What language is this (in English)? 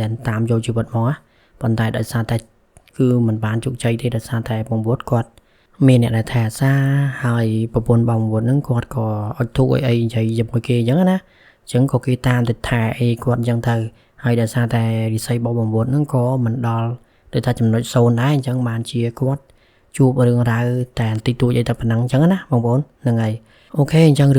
Khmer